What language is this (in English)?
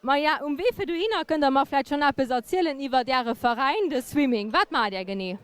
Luxembourgish